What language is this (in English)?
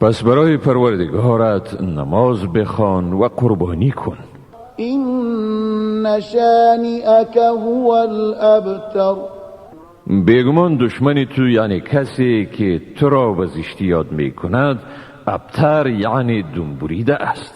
Tajik